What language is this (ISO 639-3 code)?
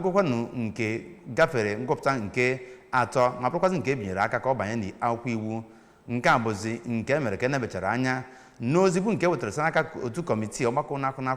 ibo